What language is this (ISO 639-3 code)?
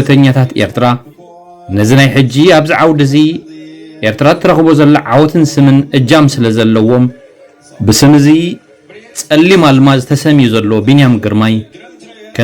tir